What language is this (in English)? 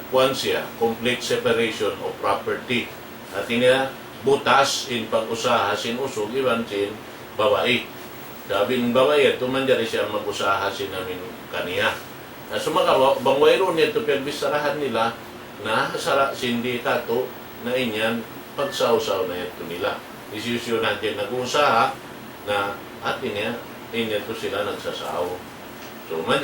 Tausug